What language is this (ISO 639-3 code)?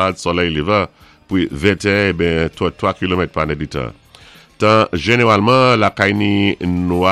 acf